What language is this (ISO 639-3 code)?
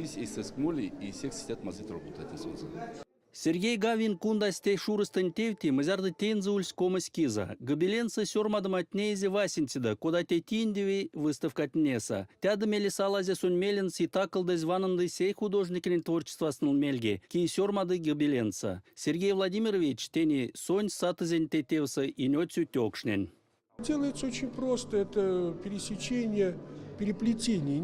myv